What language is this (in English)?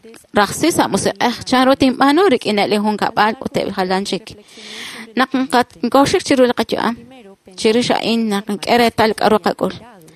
Kekchí